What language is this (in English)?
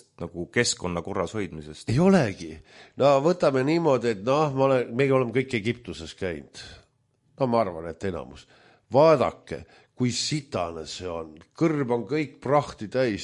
Estonian